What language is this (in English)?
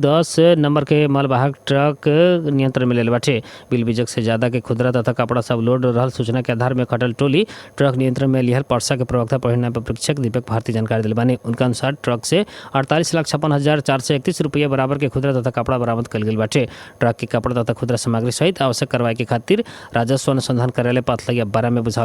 Bhojpuri